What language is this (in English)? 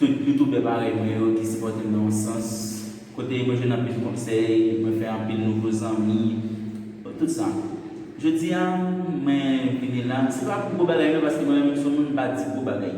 Haitian Creole